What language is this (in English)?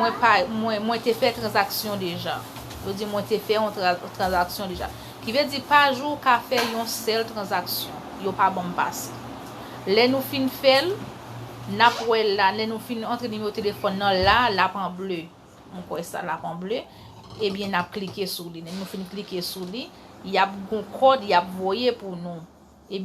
Haitian Creole